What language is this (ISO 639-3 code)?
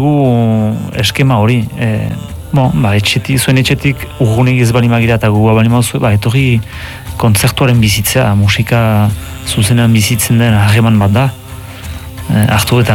eus